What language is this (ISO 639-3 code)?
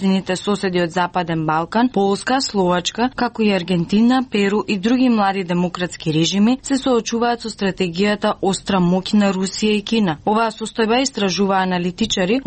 mkd